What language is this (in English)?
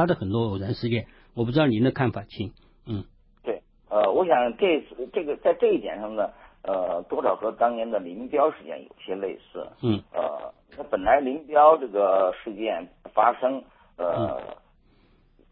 Chinese